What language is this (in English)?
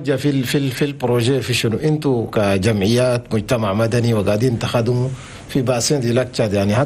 Chadian Arabic